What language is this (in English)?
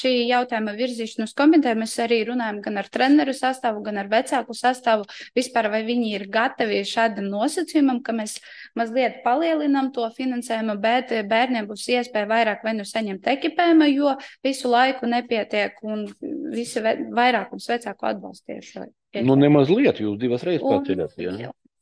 Latvian